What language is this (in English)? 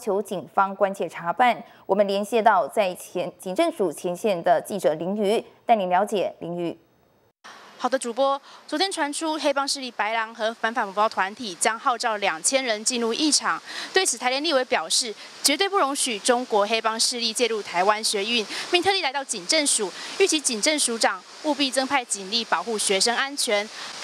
Chinese